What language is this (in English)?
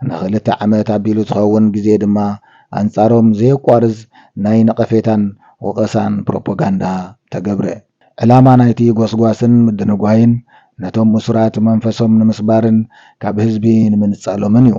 Tigrinya